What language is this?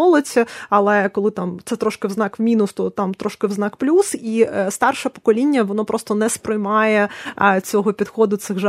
Ukrainian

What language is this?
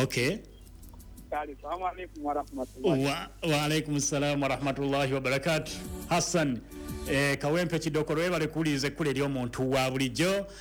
Ganda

